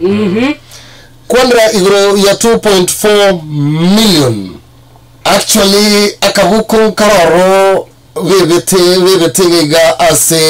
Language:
Gusii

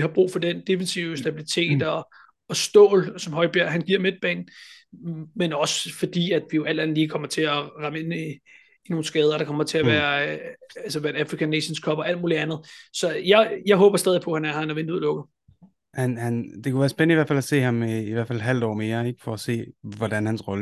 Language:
Danish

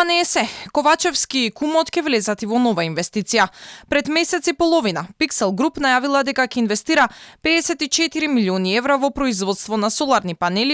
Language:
Macedonian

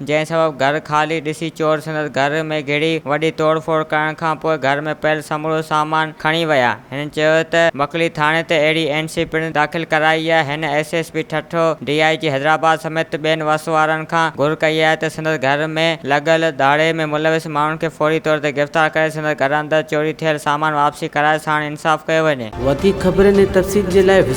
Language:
Sindhi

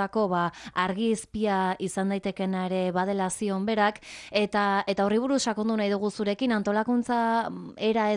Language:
Basque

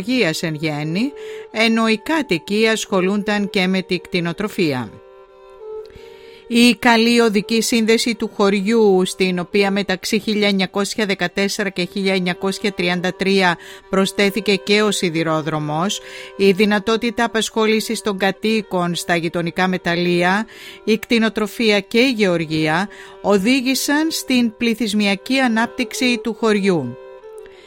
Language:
Greek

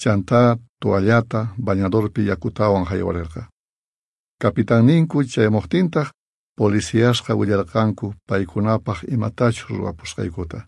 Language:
South Bolivian Quechua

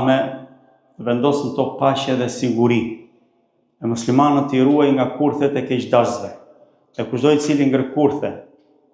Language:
Albanian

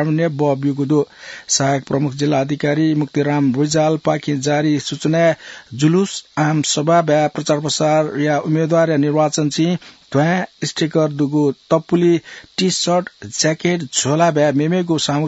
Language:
Newari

